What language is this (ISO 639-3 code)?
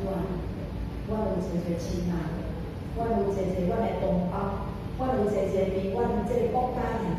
nan